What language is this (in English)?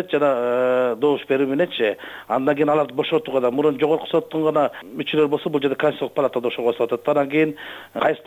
Kyrgyz